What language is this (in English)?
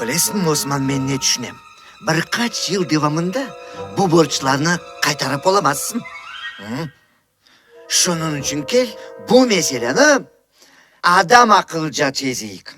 Crimean Tatar